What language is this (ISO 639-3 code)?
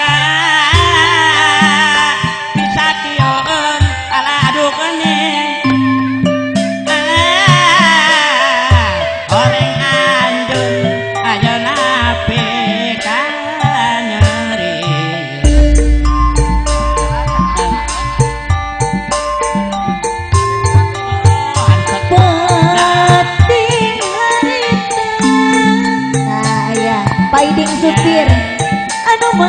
sun